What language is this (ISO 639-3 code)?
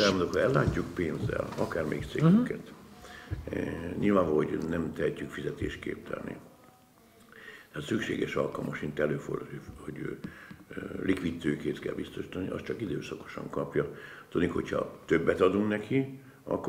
hun